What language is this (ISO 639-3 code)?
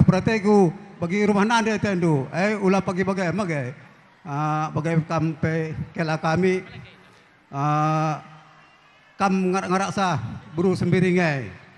btx